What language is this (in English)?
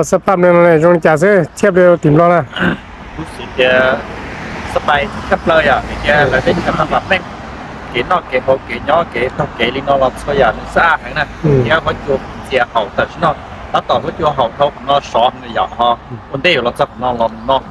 Hmong